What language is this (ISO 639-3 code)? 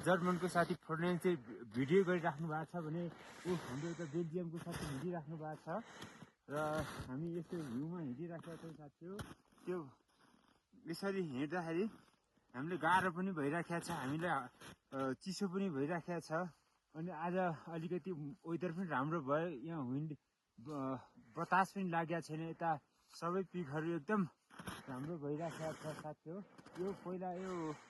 nep